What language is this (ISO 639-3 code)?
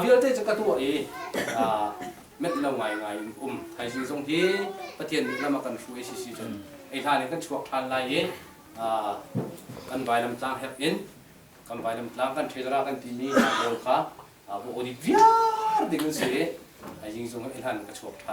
cnh